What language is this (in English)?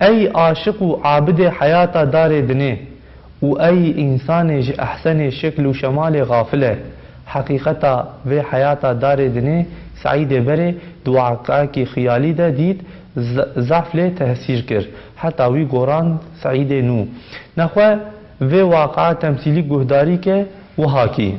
Kurdish